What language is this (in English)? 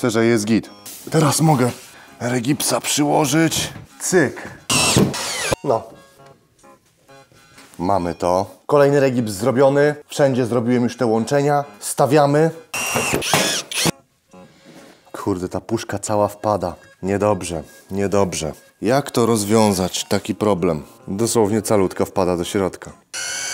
Polish